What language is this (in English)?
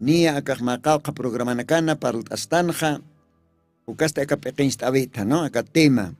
Aymara